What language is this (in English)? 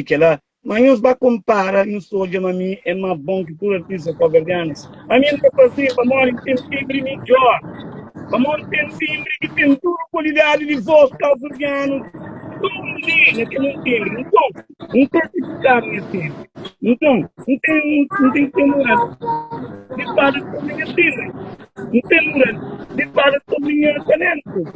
Kabuverdianu